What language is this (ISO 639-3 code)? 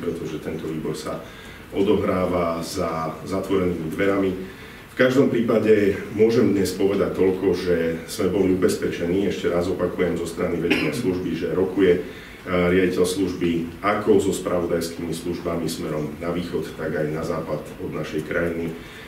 slk